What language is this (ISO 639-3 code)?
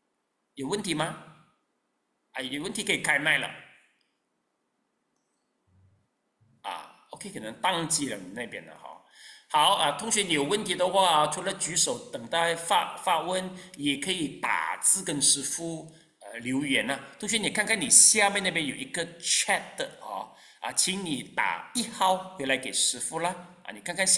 zho